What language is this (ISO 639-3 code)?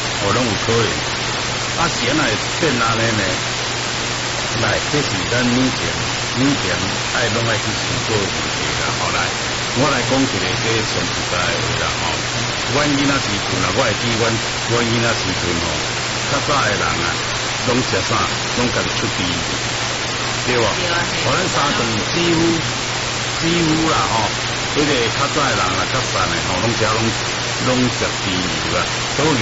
nan